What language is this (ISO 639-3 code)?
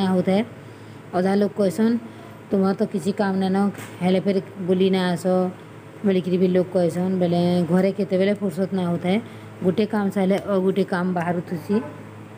spv